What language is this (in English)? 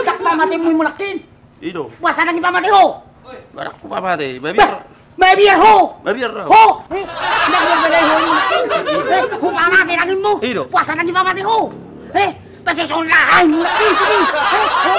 Batak Toba